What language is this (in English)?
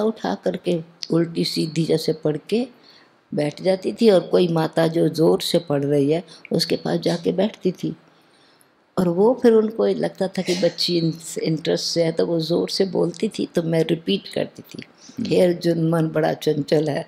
Hindi